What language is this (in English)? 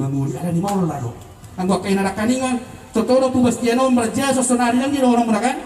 Batak Toba